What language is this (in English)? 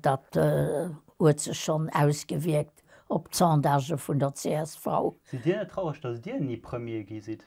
Luxembourgish